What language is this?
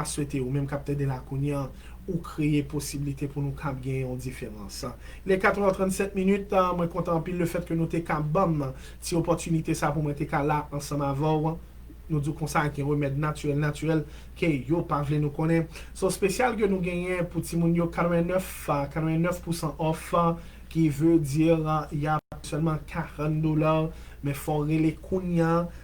Haitian Creole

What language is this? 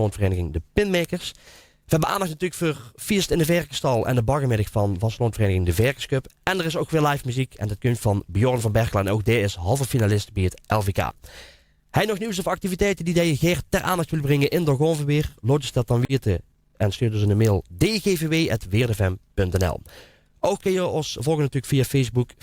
Limburgish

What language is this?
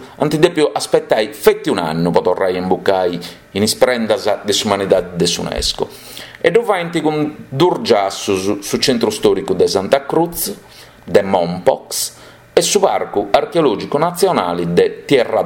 Sardinian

